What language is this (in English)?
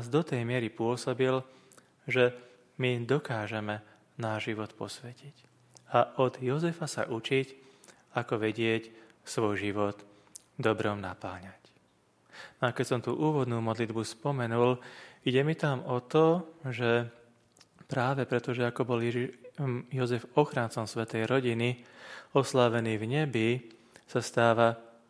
Slovak